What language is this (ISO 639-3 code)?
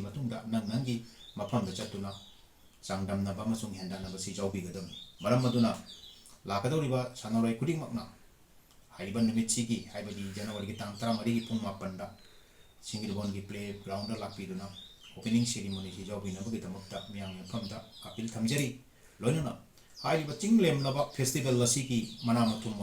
mni